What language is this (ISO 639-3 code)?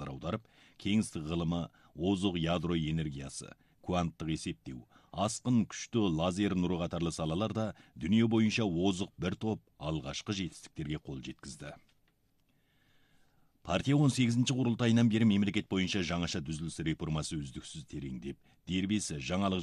kaz